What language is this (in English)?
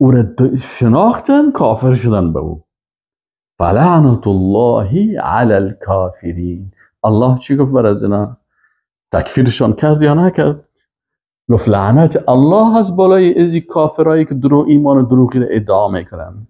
Persian